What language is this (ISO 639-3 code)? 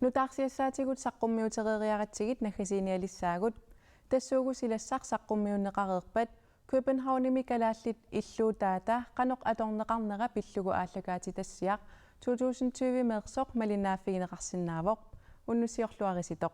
kal